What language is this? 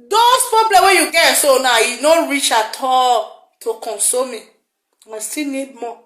Nigerian Pidgin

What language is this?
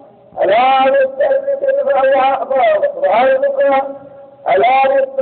Sylheti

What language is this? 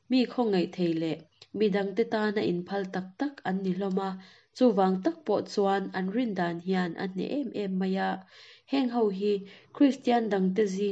Mizo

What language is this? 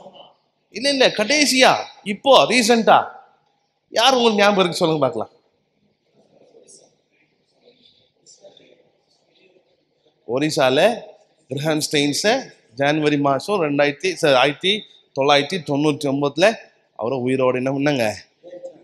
Tamil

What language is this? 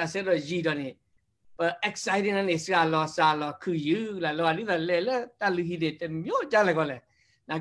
S'gaw Karen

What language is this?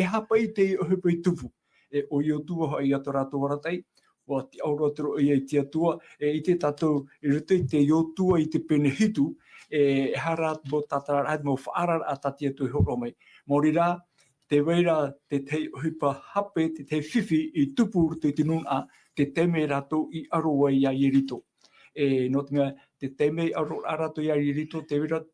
Tahitian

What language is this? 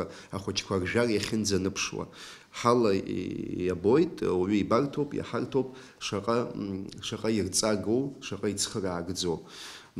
Abkhazian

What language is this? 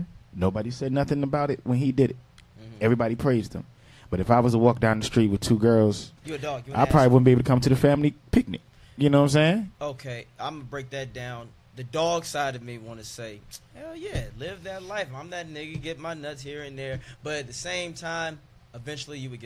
English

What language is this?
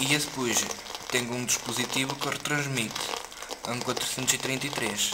Mirandese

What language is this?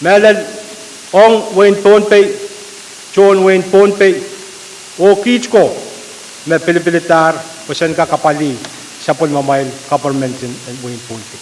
Pohnpeian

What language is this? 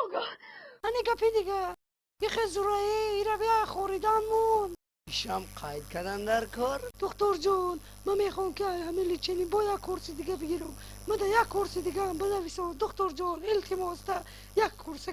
Tajik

